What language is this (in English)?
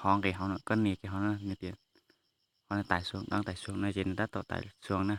Hmong